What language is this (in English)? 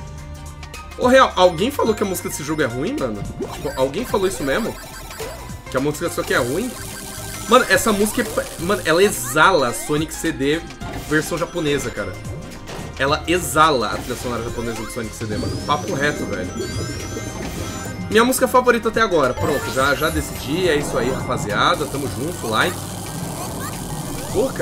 Portuguese